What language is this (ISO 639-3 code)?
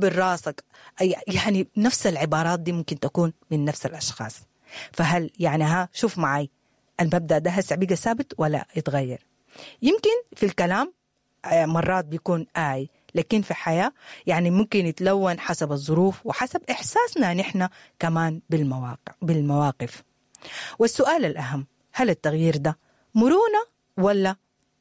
apd